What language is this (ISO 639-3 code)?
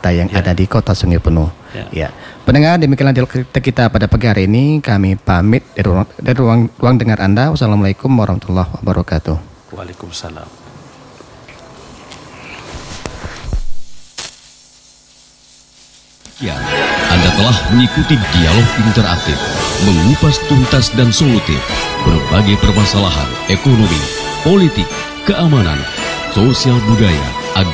ind